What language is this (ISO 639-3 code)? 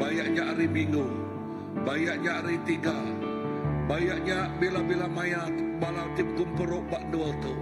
iba